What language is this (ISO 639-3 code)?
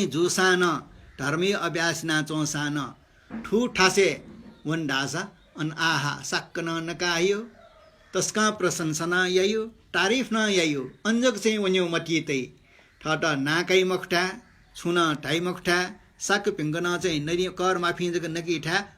new